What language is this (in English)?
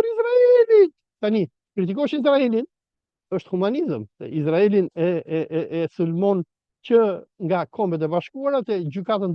Albanian